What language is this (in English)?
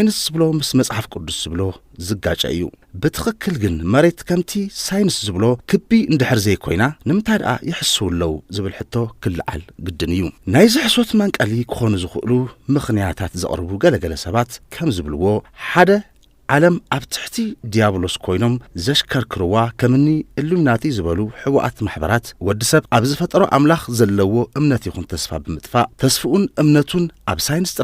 Tigrinya